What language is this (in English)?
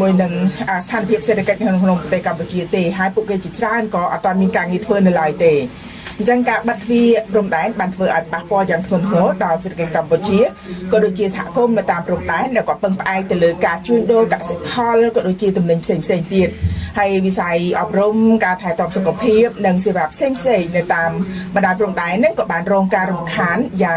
Khmer